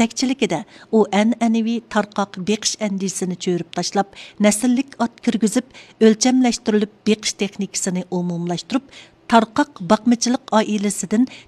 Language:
Uyghur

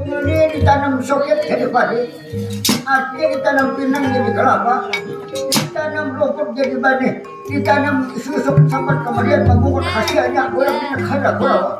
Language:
Banjar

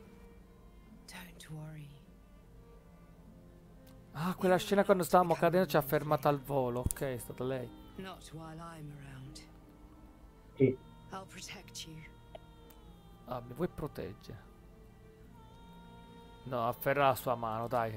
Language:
Italian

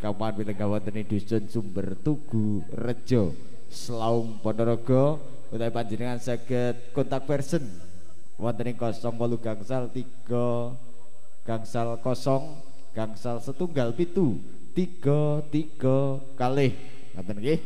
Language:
Javanese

